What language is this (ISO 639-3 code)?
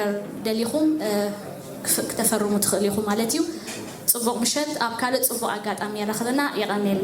tir